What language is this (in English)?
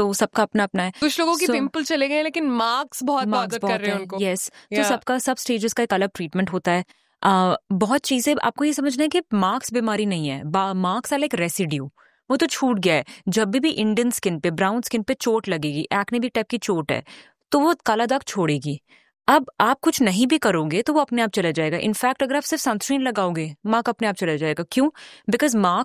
Hindi